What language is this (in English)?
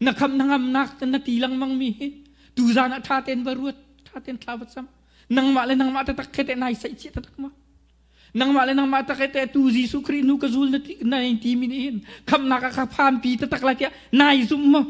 Hakha Chin